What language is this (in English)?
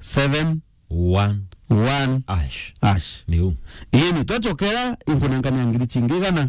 Meru